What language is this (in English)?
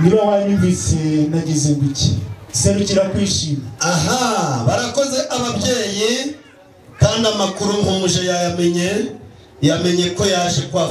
Kinyarwanda